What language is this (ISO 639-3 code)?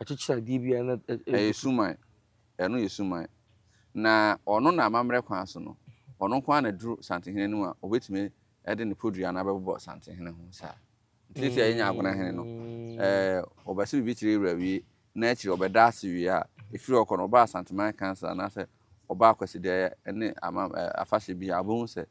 aka